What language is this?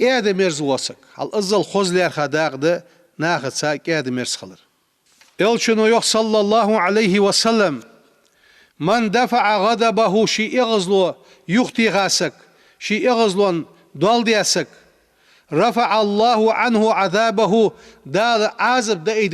Ingush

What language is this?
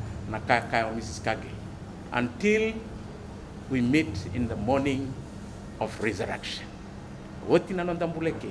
Fijian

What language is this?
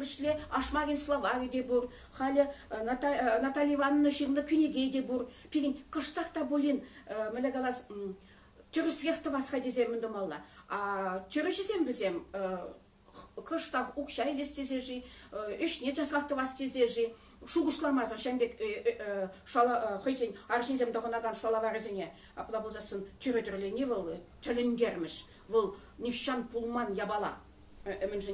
Chuvash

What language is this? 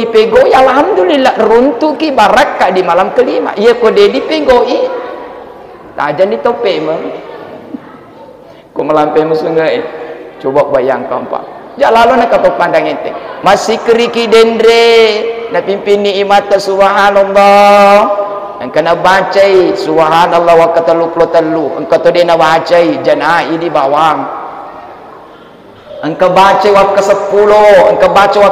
Malay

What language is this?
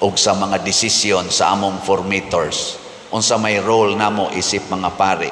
Cebuano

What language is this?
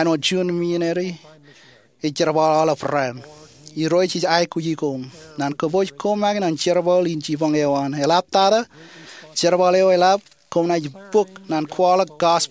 Marshallese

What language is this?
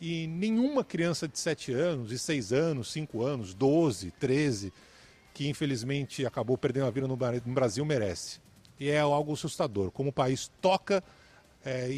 Portuguese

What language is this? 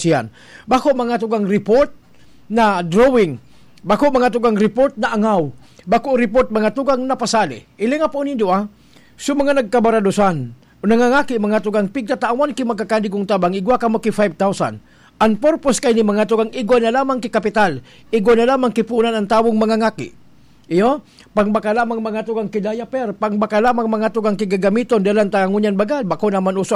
Bikol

